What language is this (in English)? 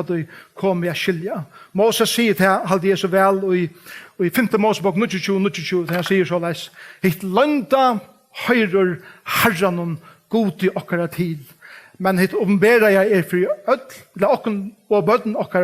Faroese